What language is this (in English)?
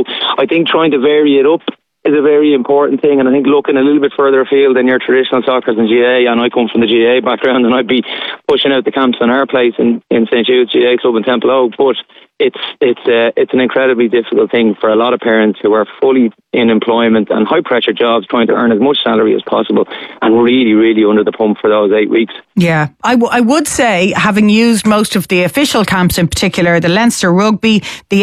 English